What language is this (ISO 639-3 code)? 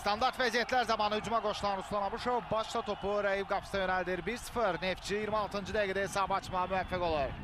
aze